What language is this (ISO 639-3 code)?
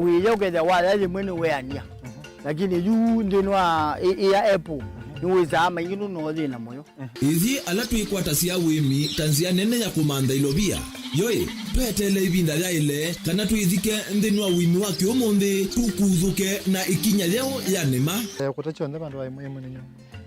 kam